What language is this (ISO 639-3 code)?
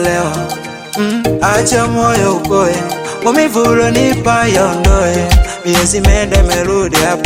swa